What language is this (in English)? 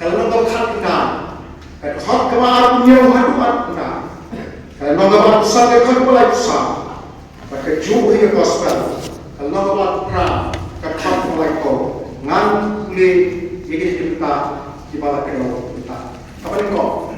Khasi